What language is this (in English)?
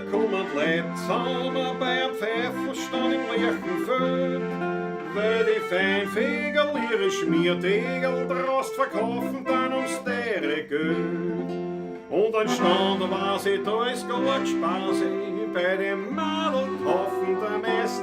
Bavarian